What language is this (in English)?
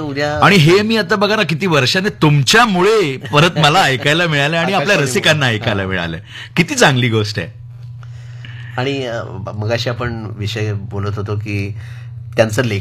Marathi